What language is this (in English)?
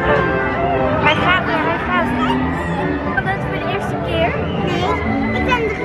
Dutch